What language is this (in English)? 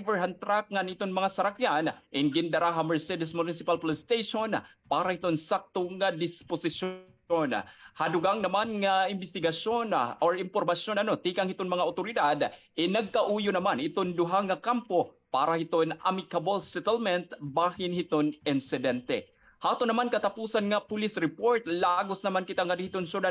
Waray